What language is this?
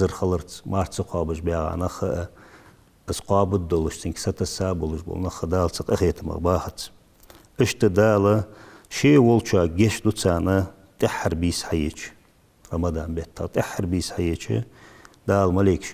Ingush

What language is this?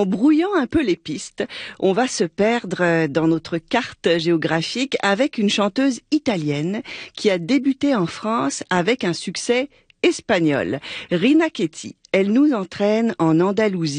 French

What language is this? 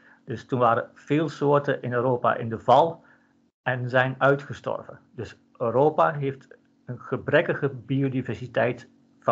Dutch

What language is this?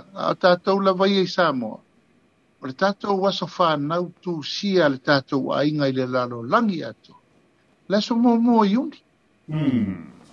Samoan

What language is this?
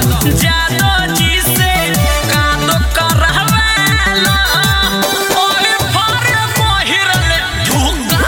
Bhojpuri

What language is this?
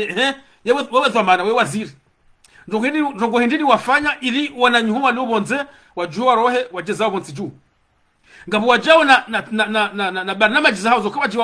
Ngazidja Comorian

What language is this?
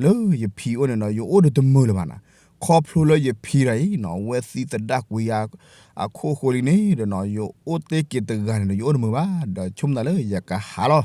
S'gaw Karen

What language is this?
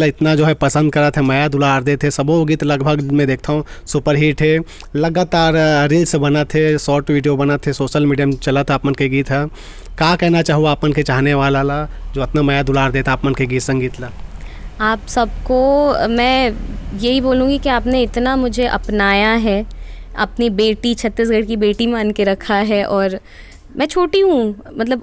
Chhattisgarhi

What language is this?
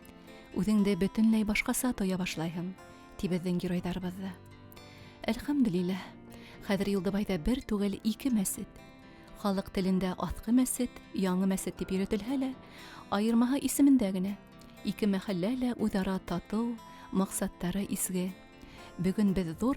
Bashkir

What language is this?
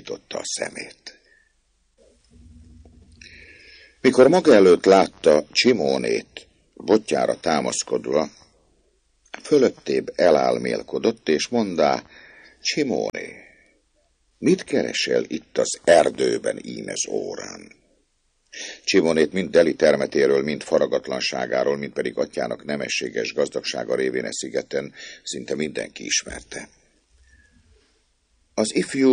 Hungarian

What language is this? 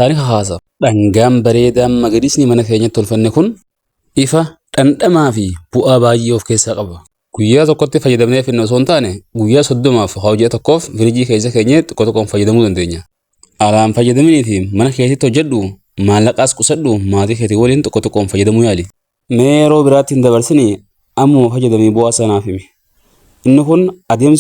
Oromo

